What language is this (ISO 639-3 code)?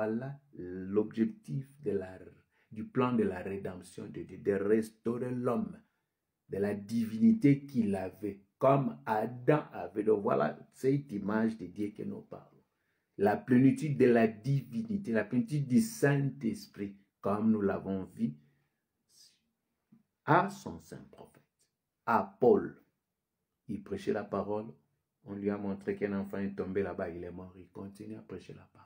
fra